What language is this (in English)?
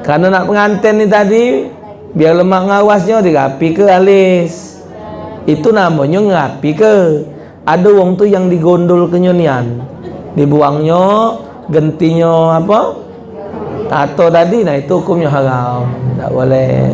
Musi